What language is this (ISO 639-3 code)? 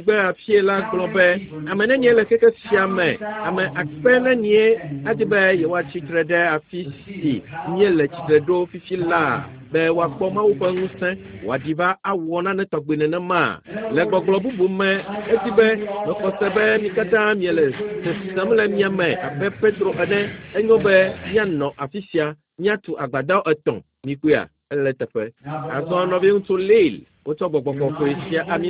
ewe